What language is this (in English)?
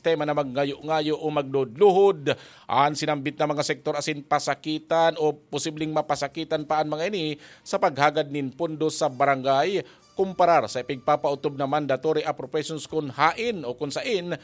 Bikol